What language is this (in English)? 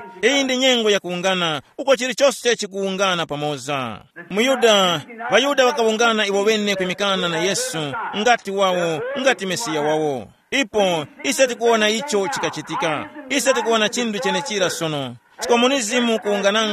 Tumbuka